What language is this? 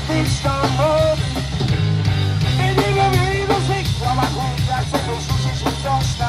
Polish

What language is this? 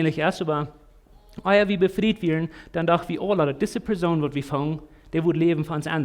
Plautdietsch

